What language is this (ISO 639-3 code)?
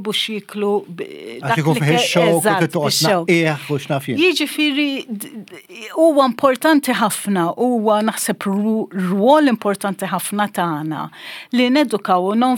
mlt